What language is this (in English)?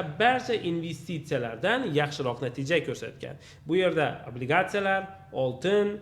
Uzbek